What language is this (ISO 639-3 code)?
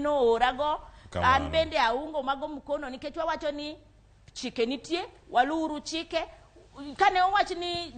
luo